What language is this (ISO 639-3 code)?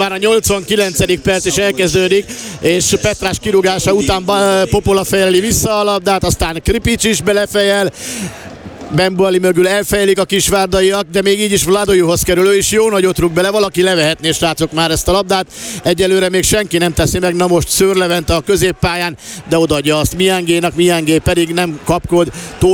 hun